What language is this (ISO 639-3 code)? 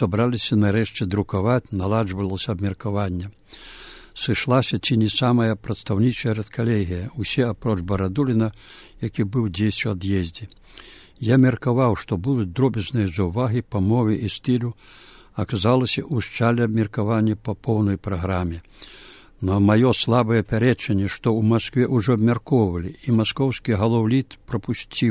bel